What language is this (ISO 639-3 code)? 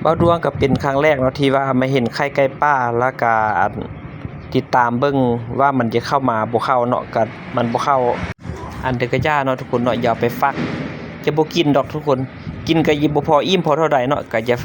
lao